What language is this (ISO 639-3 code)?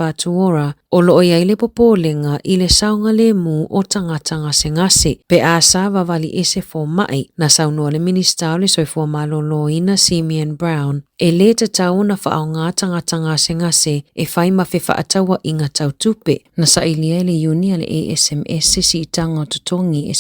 smo